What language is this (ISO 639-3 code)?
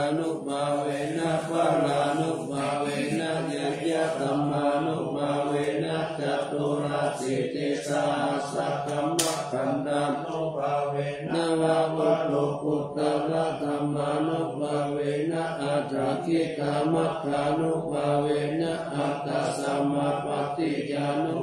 pli